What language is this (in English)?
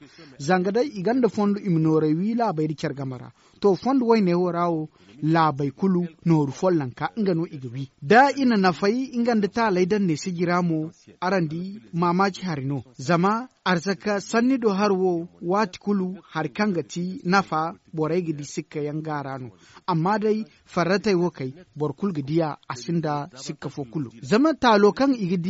Zarma